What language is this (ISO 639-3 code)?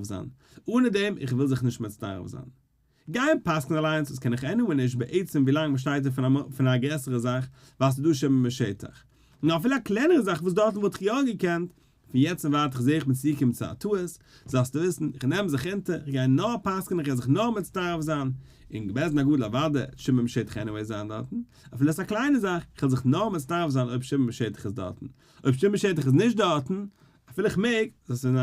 yid